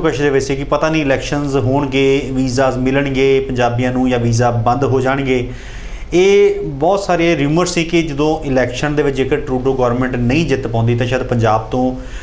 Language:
Punjabi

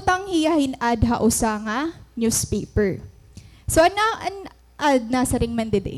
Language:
Waray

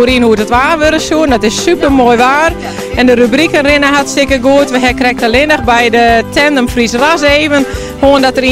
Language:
Western Frisian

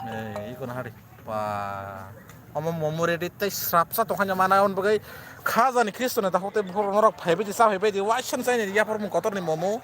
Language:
Kok Borok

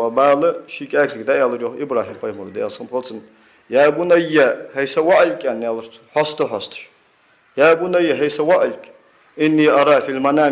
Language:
Ingush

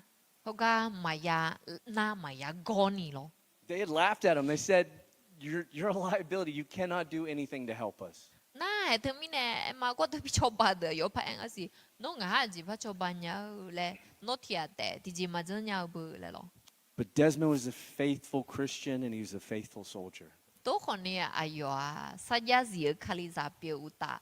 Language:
Akha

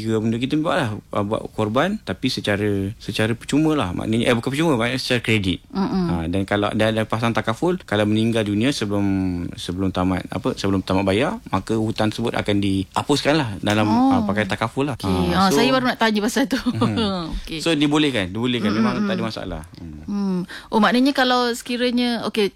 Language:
Malay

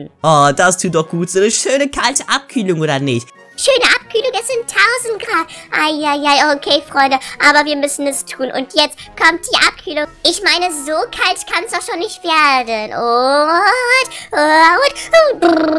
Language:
German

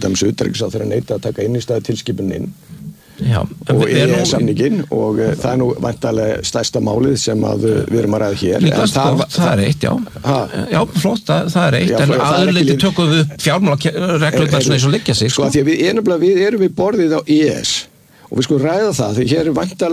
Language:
Icelandic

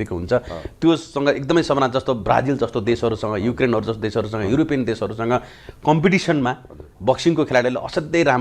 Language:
Nepali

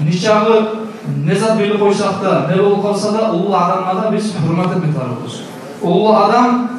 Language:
Kumyk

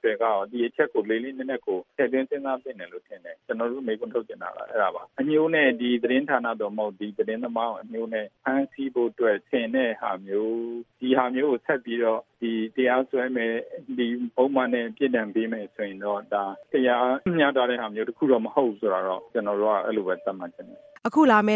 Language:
Burmese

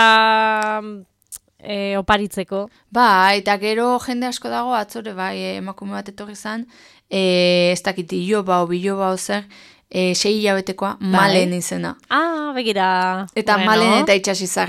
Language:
Basque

